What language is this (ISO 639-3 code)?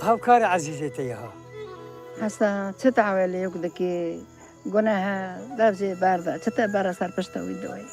kur